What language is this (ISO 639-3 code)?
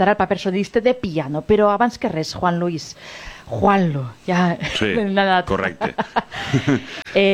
cat